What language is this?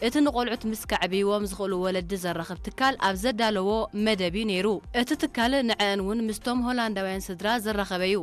Tigrinya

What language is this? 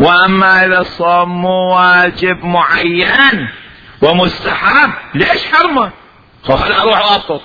Mesopotamian Arabic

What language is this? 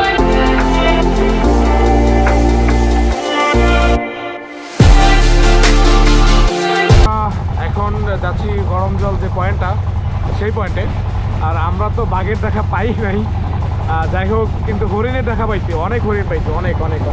Bangla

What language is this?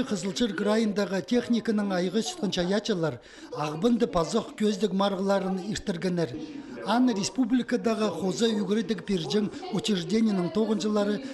Khakas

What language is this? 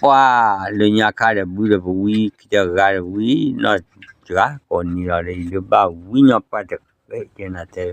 S'gaw Karen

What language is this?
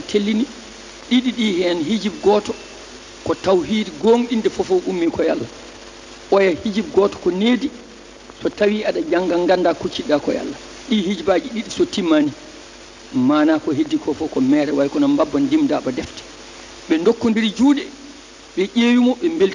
Fula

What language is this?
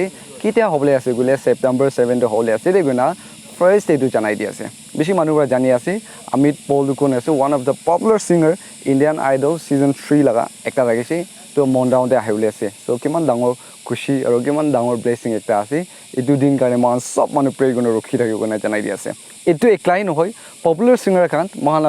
Naga Pidgin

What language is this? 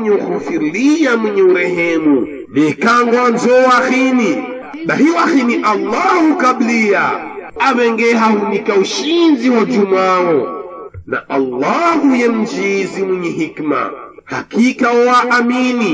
Swahili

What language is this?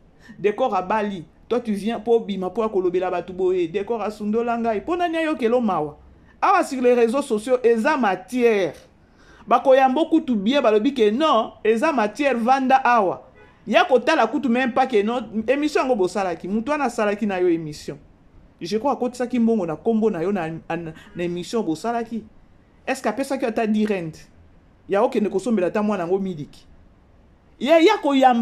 Lingala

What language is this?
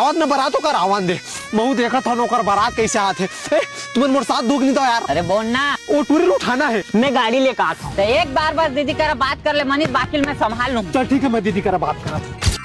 Chhattisgarhi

